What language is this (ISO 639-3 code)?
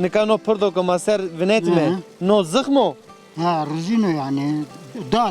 zza